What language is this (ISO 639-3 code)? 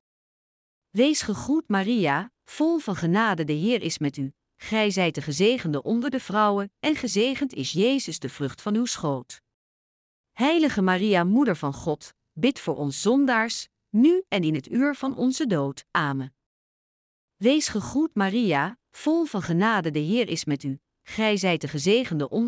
nld